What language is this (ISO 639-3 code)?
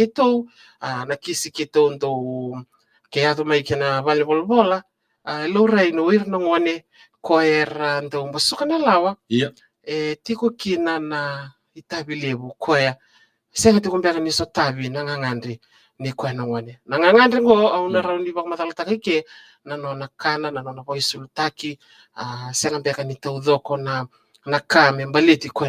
fij